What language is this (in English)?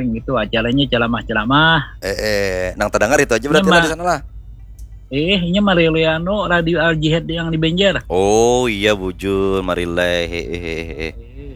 Banjar